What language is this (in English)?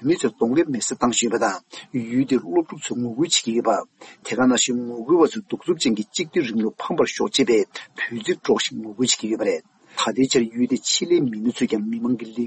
Tibetan